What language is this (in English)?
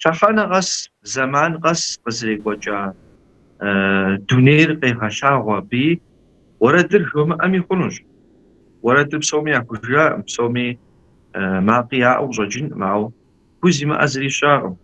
Kabardian